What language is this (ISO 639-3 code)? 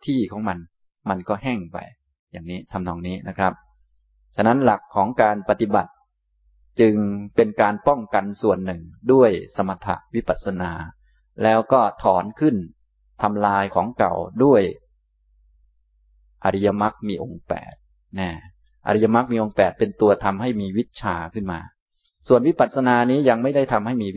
tha